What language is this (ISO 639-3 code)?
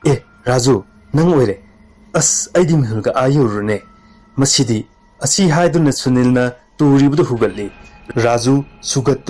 mni